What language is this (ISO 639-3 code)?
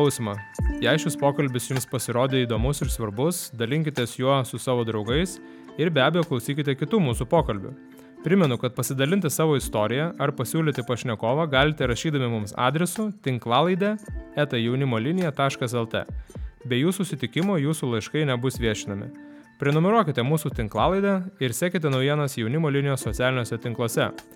lit